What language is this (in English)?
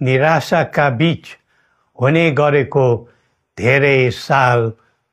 Nepali